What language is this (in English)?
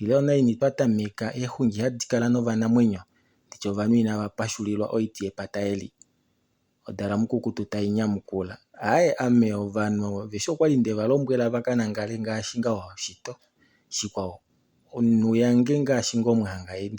Kuanyama